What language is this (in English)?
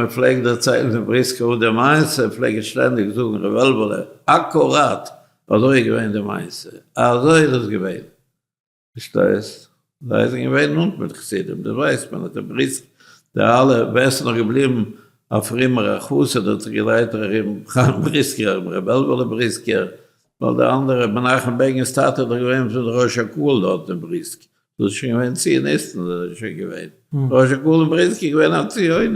Yiddish